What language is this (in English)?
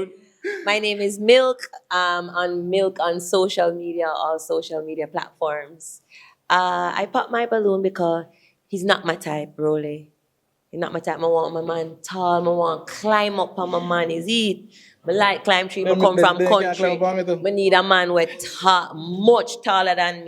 Jamaican Creole English